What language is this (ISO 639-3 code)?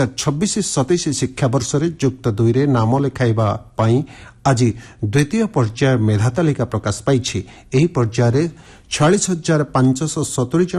ori